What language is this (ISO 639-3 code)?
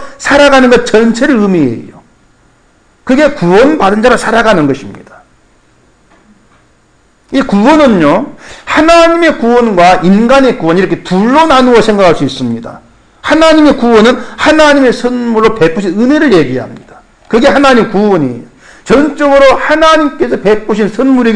kor